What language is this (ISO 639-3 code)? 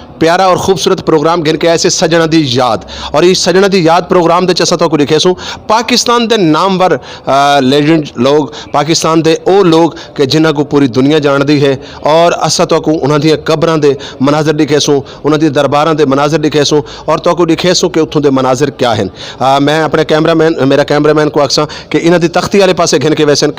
skr